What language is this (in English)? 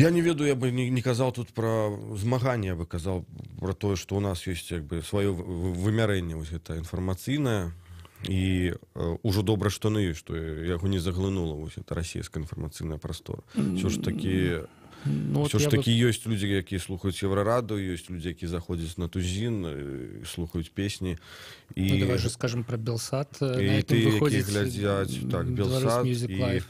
Belarusian